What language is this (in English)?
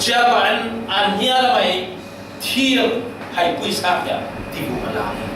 Falam Chin